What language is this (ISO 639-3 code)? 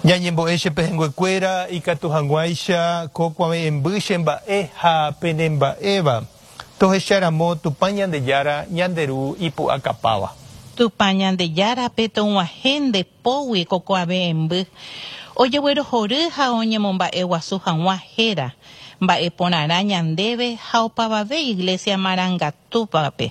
grn